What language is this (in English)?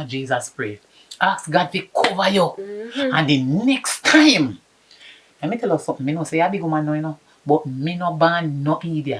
Jamaican Creole English